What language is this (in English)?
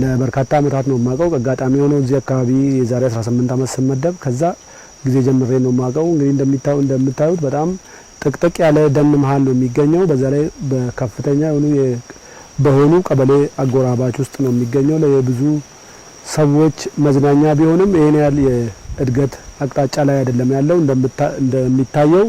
Amharic